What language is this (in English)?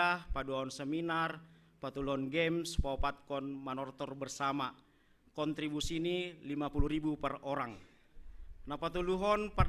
Batak Simalungun